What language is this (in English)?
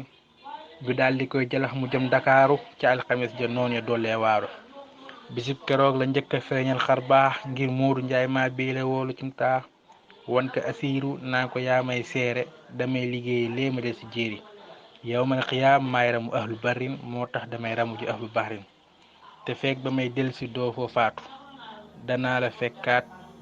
Wolof